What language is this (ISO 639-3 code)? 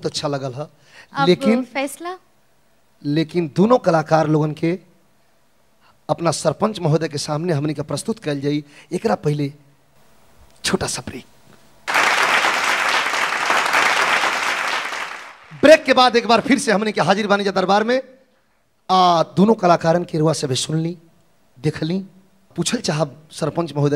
bho